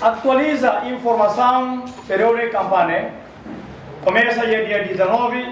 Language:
Tetum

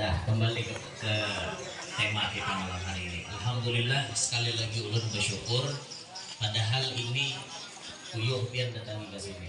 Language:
Banjar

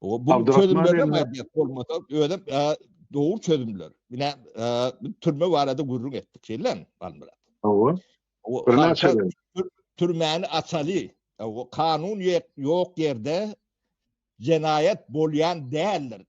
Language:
Turkmen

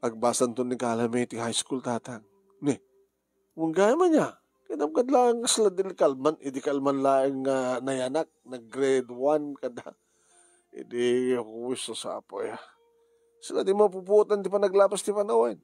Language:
Iloko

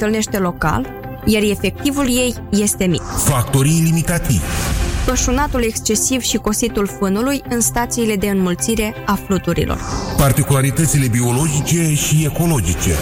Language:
Romanian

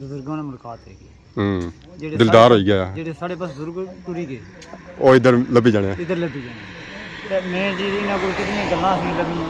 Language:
Pahari-Potwari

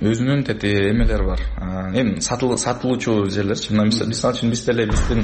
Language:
Kyrgyz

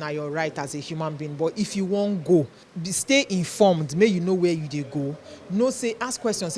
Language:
Nigerian Pidgin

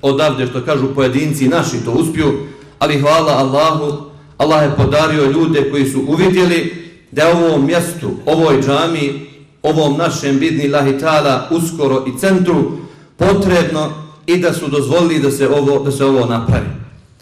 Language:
Bosnian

